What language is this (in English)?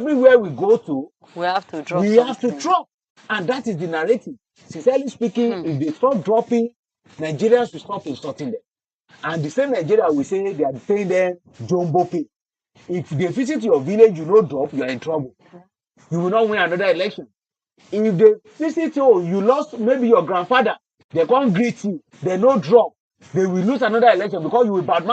Nigerian Pidgin